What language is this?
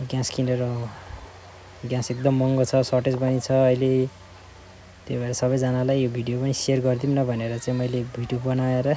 Nepali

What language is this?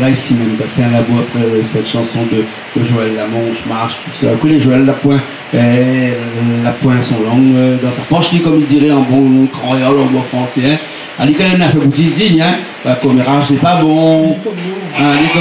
Réunion Creole French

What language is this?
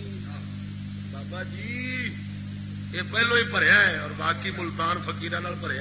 Saraiki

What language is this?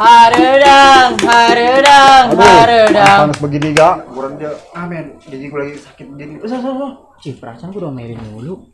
Betawi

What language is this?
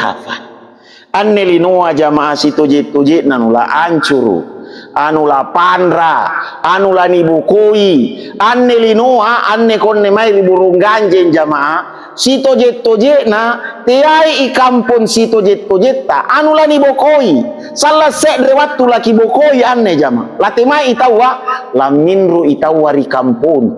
Makasar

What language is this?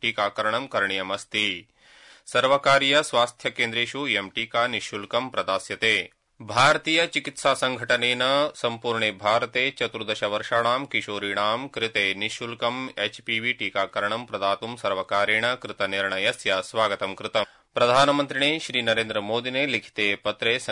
Sanskrit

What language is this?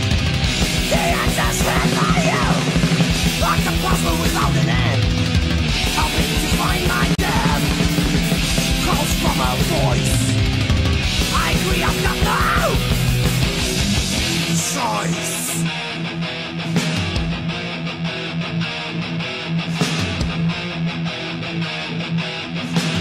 English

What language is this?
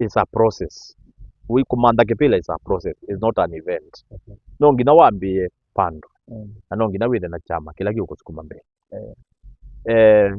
Kamba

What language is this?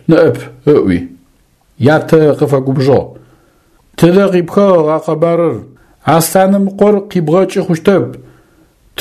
Adyghe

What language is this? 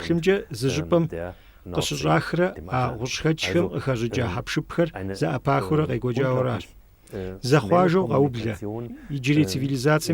Kabardian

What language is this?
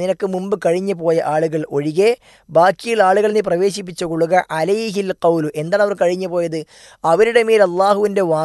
Malayalam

